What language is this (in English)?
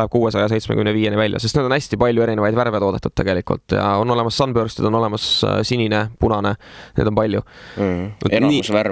Estonian